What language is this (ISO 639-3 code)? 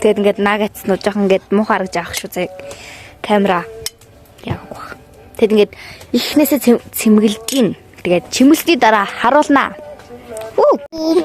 mon